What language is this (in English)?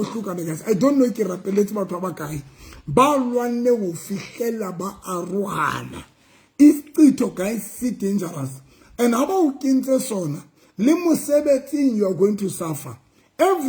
Southern Sotho